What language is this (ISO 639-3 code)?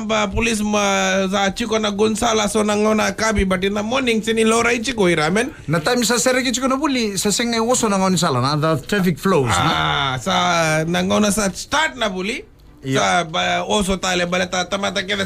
fij